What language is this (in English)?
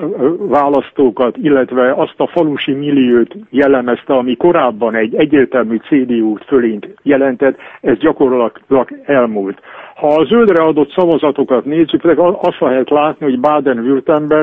Hungarian